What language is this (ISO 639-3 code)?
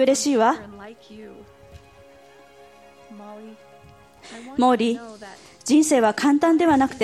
jpn